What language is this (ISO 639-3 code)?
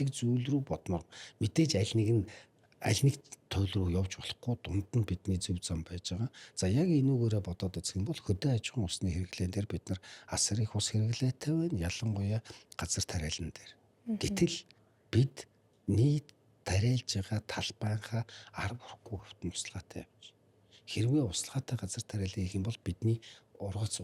mon